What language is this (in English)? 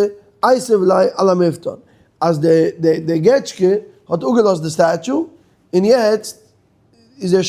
Yiddish